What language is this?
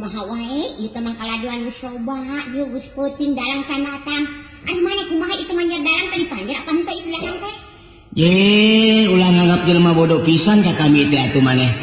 Sundanese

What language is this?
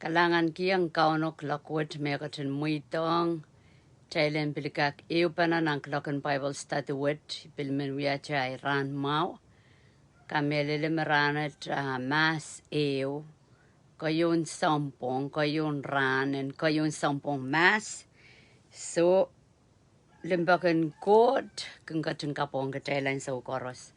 Pohnpeian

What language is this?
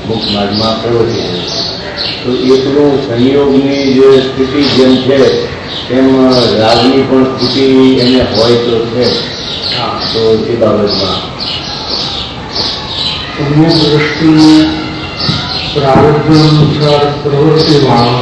Gujarati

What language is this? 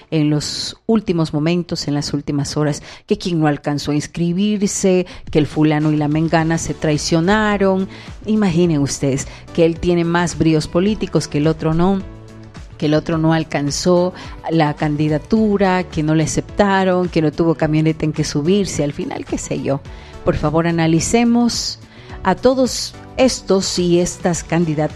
Spanish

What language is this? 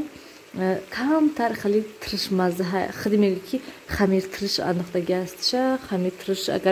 Tajik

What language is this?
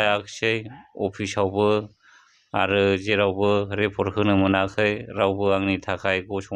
Bodo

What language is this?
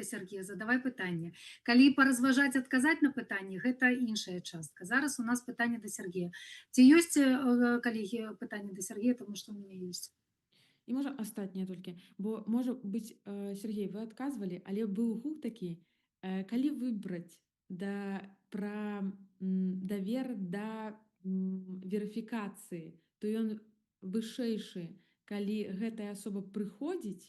Belarusian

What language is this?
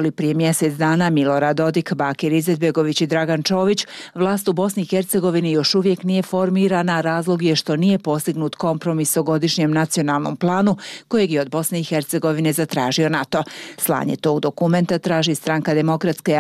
Bosnian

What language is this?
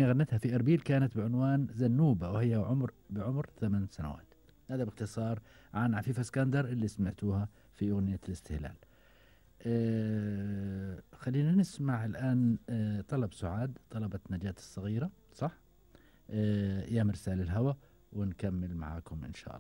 Gulf Arabic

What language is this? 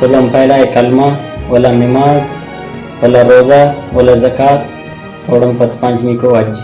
Brahui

